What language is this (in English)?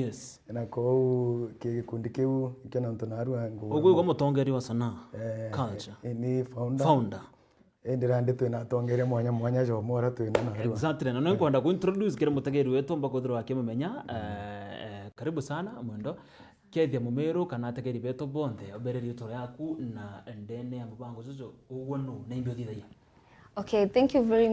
Meru